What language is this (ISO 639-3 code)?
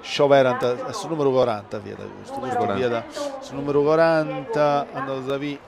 srd